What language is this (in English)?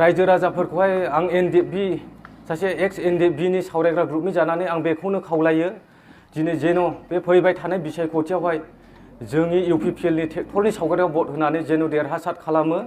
Bodo